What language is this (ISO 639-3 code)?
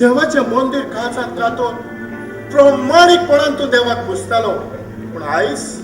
kok